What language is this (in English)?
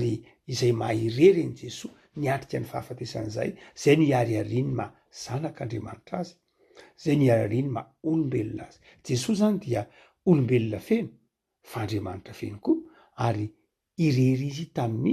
Malagasy